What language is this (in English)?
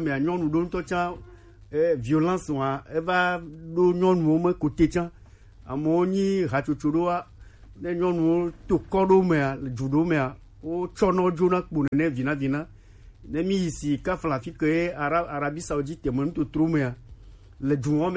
Gen